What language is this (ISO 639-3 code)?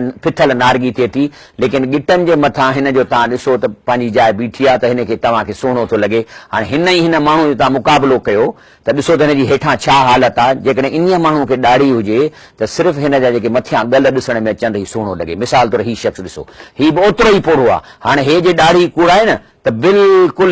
snd